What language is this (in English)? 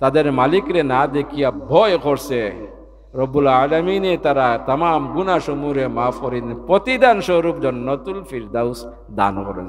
Sylheti